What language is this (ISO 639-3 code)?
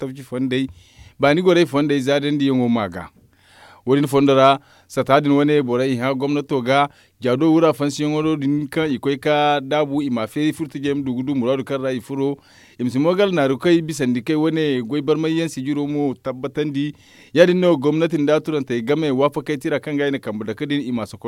dje